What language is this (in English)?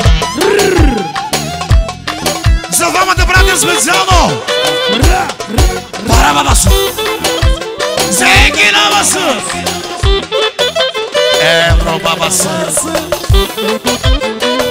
Bulgarian